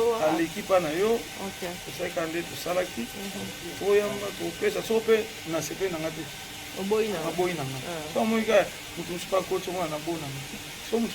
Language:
Lingala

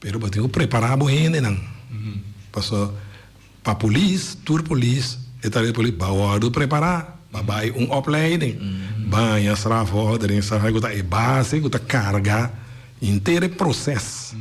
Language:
Papiamento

